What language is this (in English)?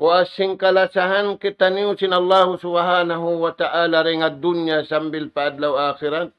Tausug